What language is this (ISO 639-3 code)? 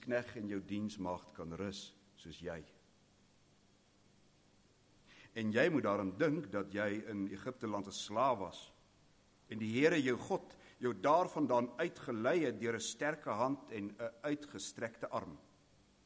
afr